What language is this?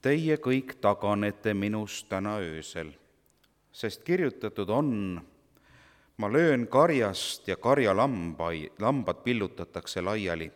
Estonian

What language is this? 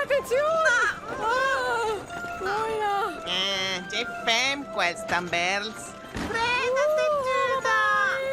Romansh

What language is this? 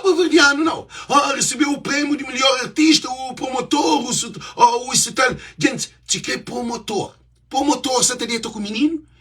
Kabuverdianu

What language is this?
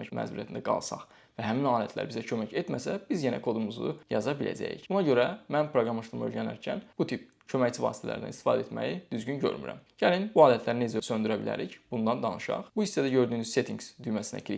Azerbaijani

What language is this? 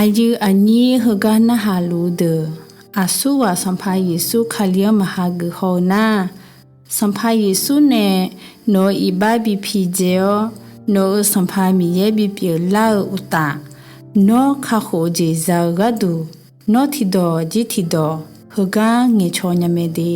Akha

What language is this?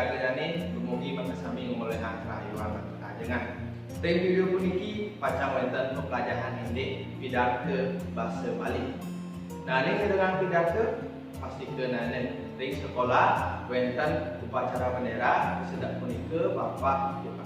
Balinese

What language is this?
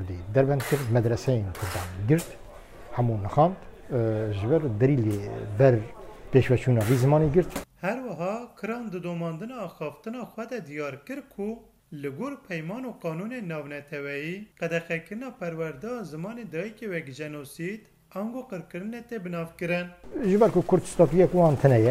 Kurdish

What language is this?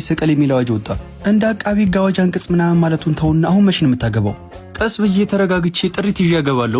Amharic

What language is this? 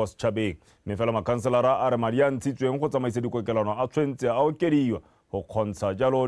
Tswana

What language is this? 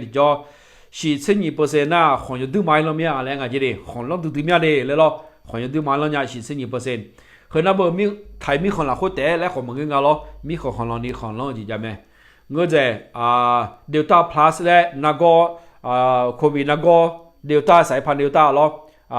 Akha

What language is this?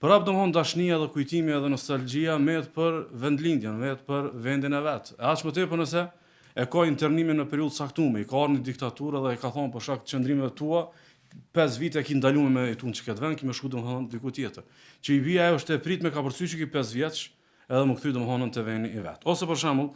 Albanian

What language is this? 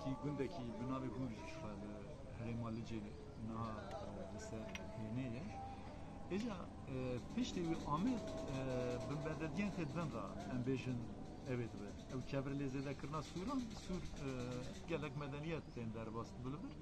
Kurdish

